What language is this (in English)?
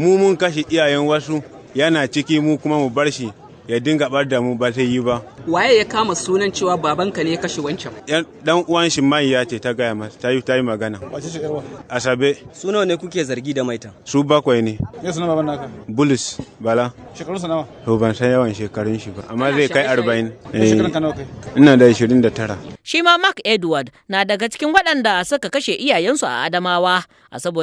Hausa